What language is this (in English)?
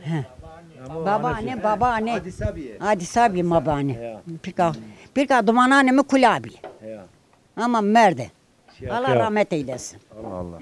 Zaza